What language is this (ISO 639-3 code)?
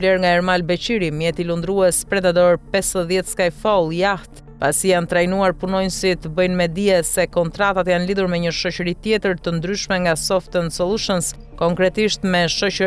sqi